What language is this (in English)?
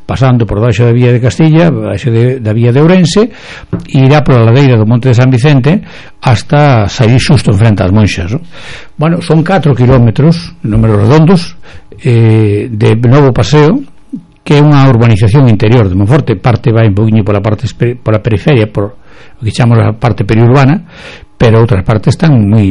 Galician